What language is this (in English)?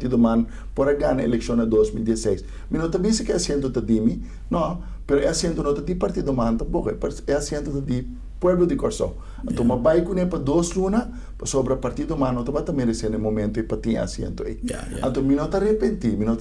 Papiamento